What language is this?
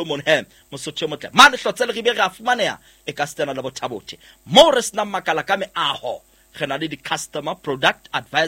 Southern Sotho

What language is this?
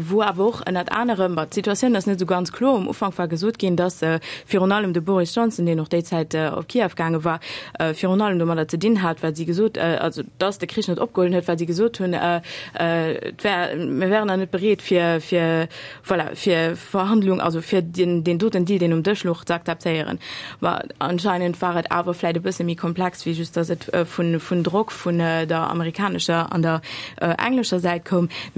Luxembourgish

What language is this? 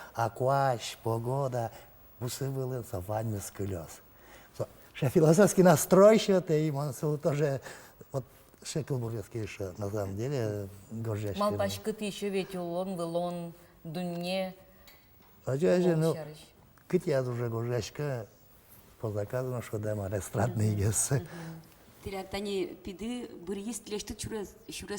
Udmurt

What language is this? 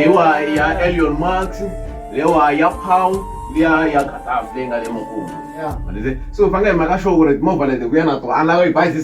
Tsonga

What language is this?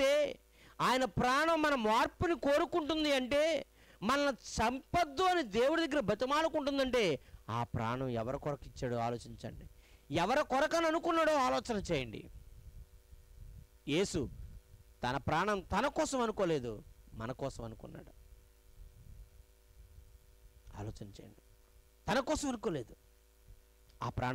Telugu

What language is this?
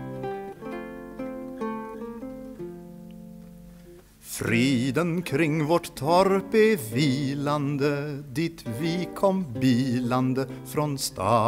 Swedish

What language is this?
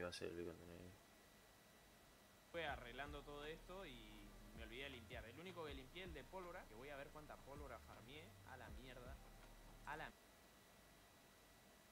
Spanish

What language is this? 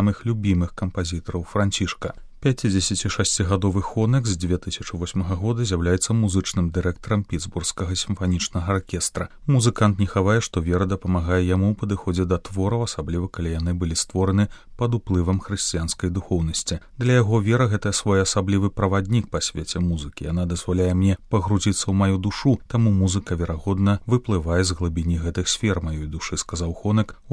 Belarusian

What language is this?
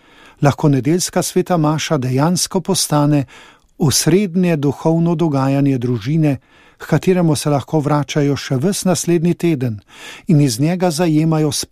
Slovenian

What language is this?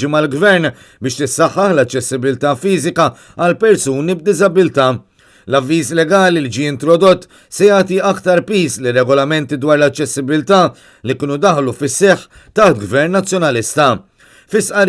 Maltese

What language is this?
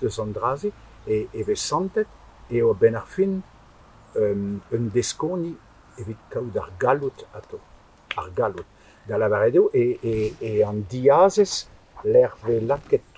Breton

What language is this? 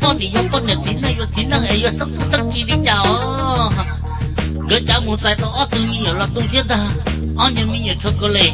Hmong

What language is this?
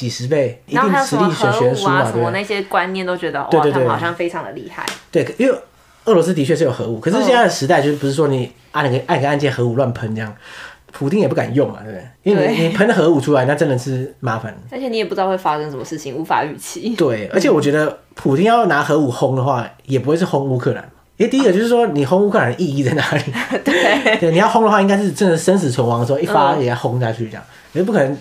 Chinese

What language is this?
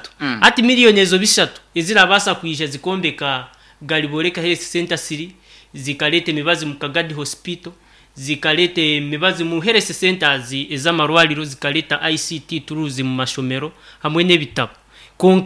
Nyankole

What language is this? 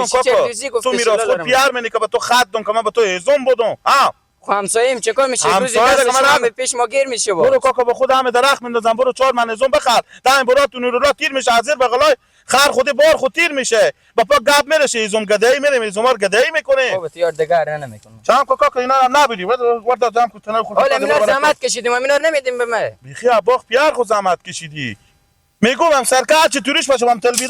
Persian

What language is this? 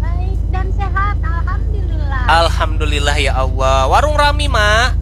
Banjar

